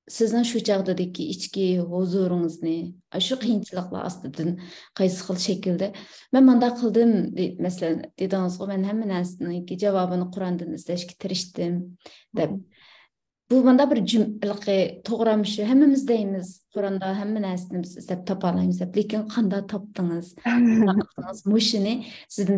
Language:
Uyghur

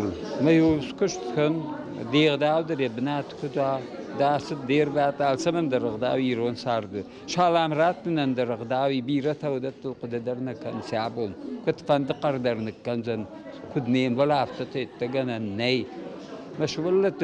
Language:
Ossetic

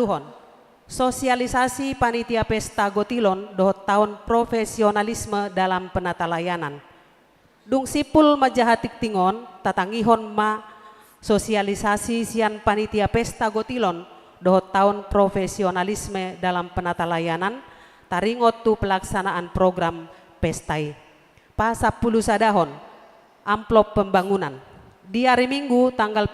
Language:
Batak Toba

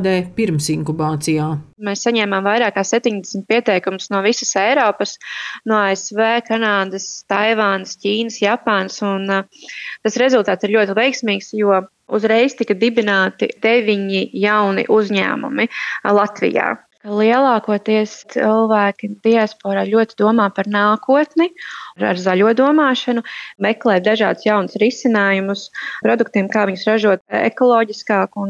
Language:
Latvian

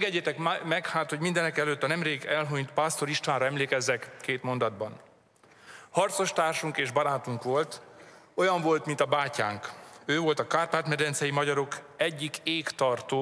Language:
Hungarian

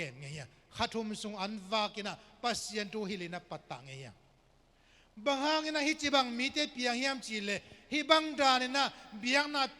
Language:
Tedim Chin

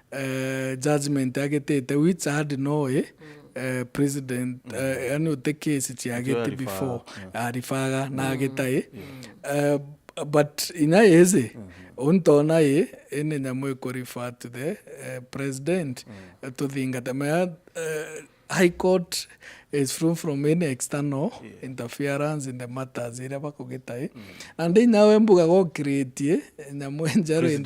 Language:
Meru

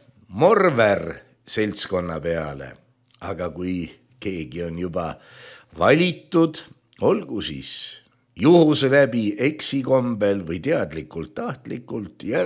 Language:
Estonian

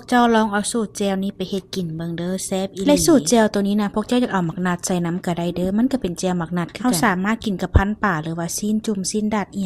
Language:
Lao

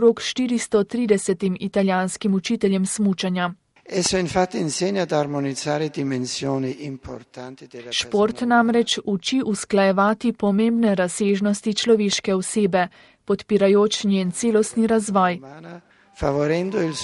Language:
Slovenian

